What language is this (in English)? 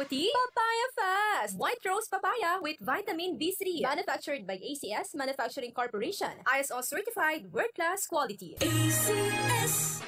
Bikol